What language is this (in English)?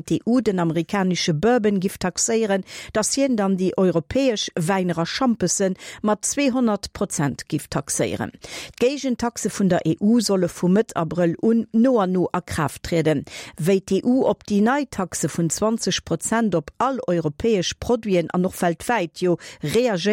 Luxembourgish